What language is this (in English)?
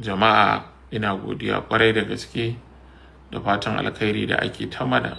Hausa